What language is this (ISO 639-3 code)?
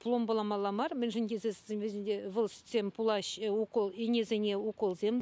chv